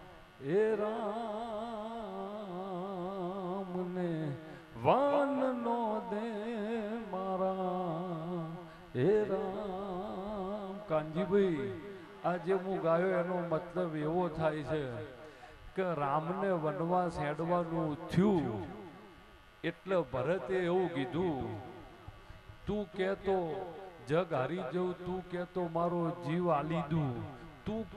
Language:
Gujarati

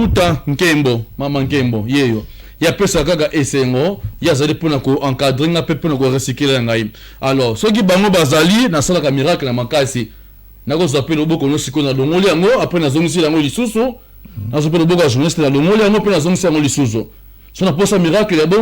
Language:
Lingala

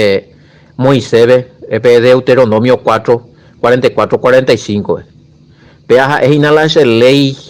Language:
Guarani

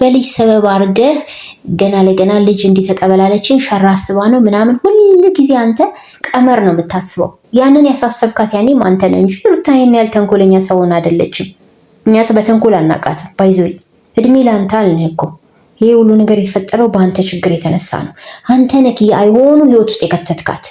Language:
Amharic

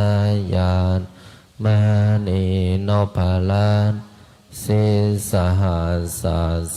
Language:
Pali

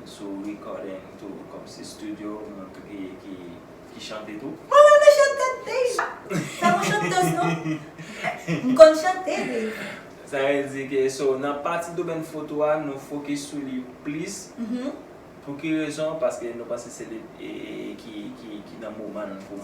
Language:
Haitian Creole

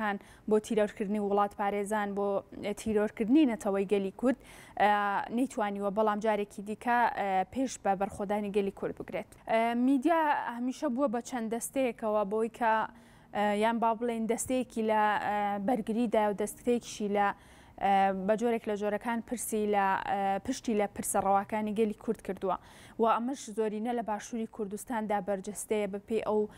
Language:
Central Kurdish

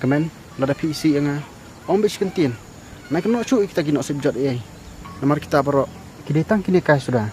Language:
Khasi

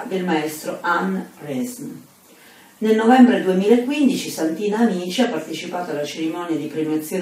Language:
Italian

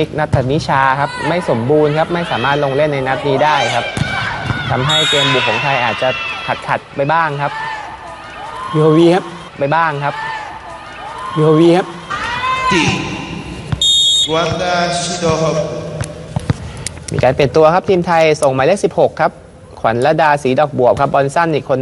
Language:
Thai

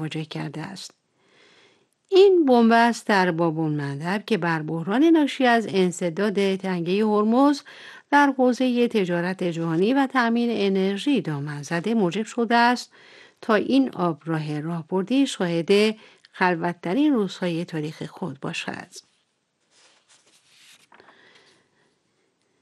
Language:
Persian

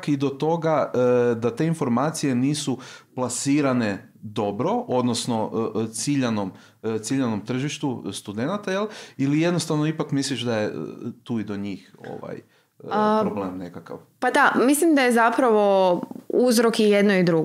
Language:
Croatian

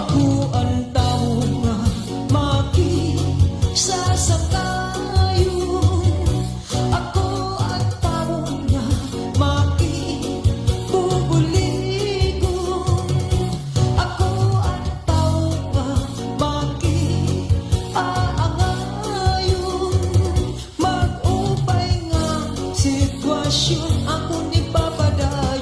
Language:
Waray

